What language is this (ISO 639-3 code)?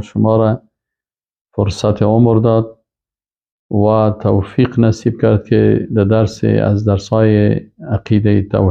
fas